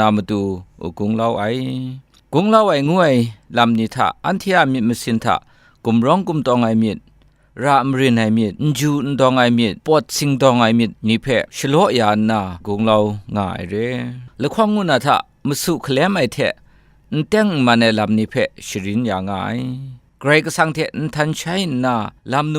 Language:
Kachin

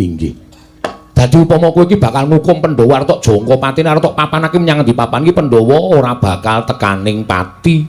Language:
Javanese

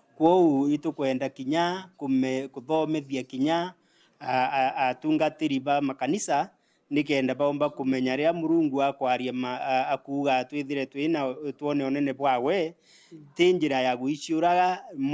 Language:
Meru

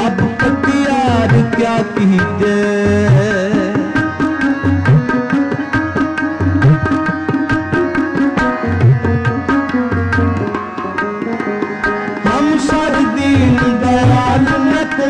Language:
Hindi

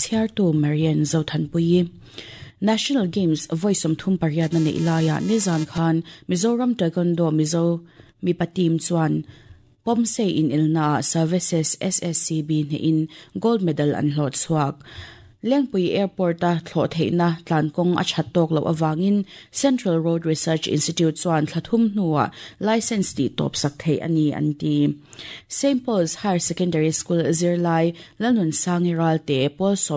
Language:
Mizo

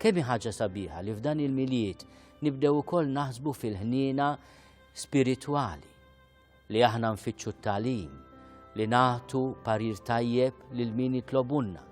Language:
Maltese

